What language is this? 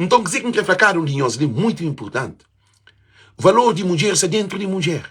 Kabuverdianu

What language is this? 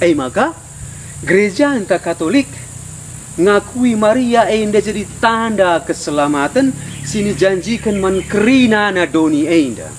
Batak Karo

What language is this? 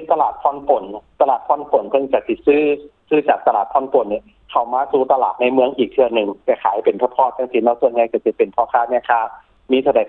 Lao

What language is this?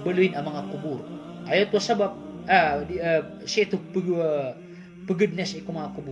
Maranao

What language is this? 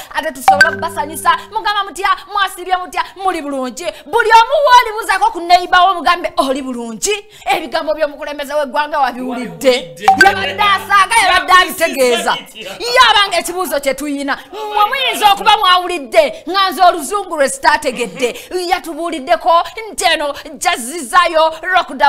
Ganda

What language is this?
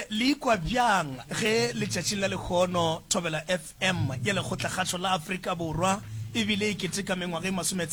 Northern Sotho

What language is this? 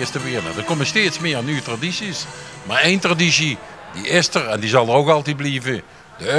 Limburgish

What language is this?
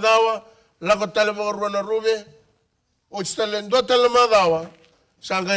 Fijian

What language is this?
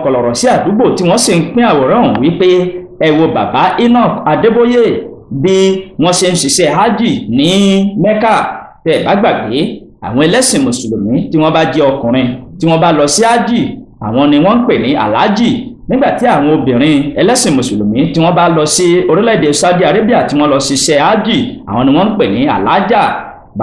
Yoruba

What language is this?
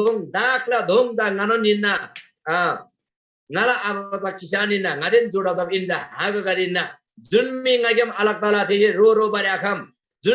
Eastern Tamang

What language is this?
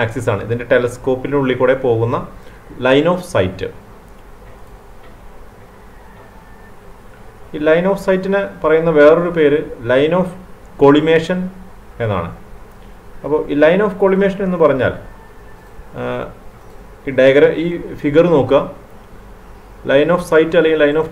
Malayalam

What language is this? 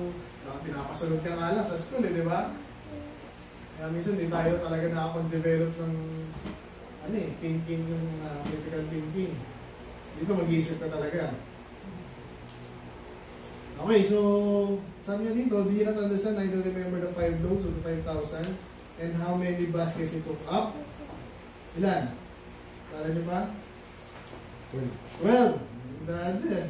Filipino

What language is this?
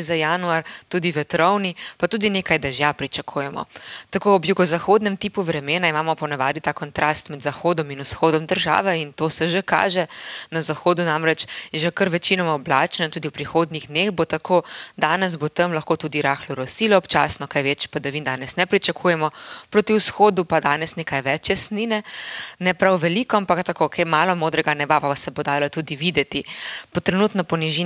Slovenian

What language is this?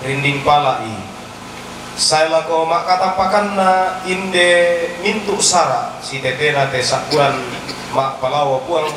Toraja-Sa'dan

